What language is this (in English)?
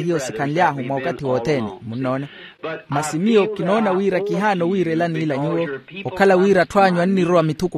Makhuwa